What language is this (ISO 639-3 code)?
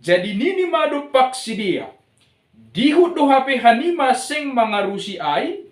bts